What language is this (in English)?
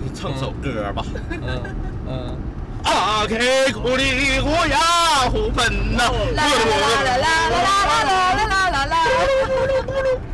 Chinese